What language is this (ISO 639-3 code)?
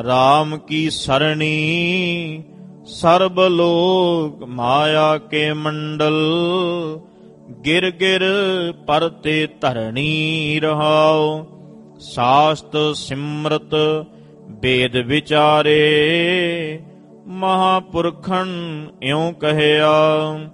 pan